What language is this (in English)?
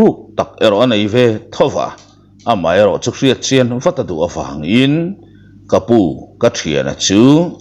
Mizo